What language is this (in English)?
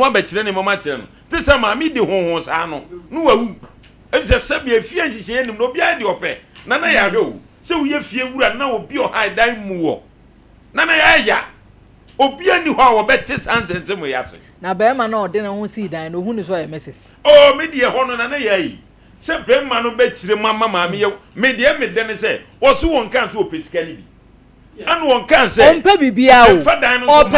Akan